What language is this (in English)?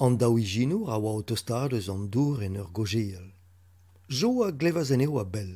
Breton